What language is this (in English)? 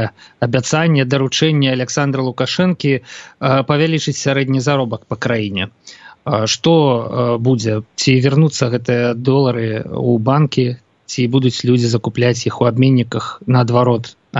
Belarusian